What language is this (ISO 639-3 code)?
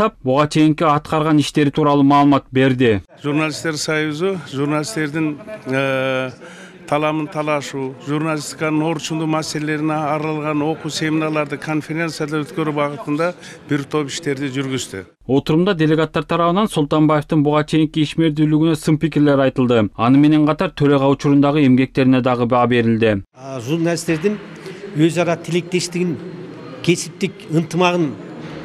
kir